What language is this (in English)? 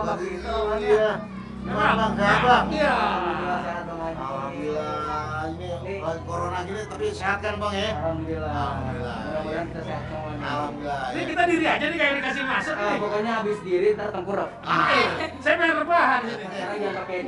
Betawi